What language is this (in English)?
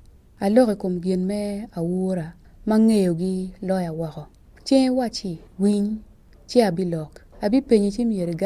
Acoli